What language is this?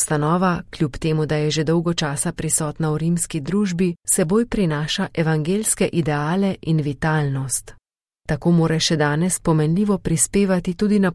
Slovenian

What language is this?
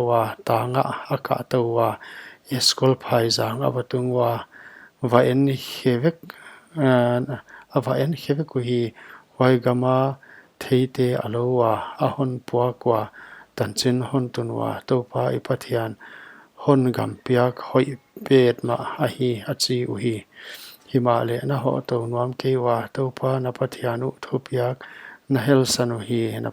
Paite Chin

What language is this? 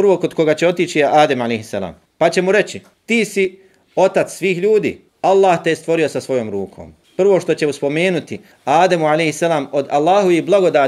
Bosnian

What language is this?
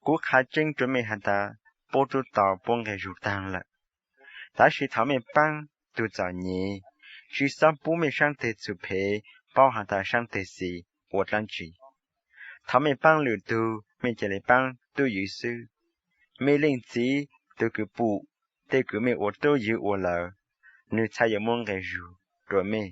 Hmong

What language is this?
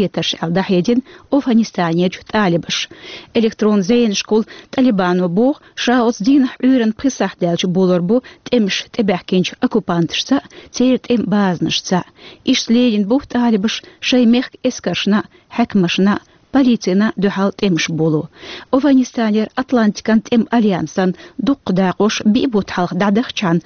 Chechen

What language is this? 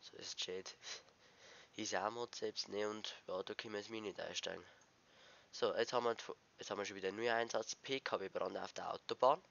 Bavarian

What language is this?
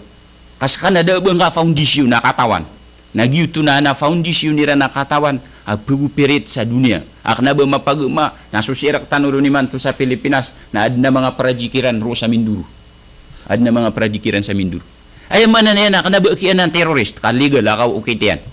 Maranao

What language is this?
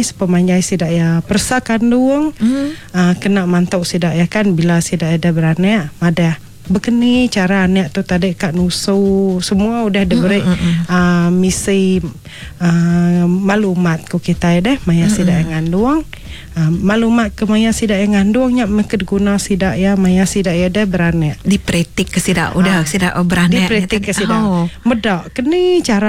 Iban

